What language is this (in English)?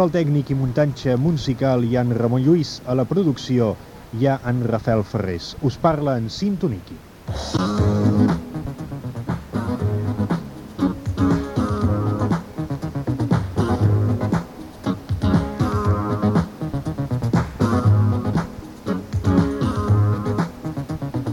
Catalan